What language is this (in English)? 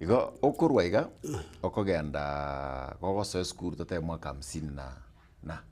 Gusii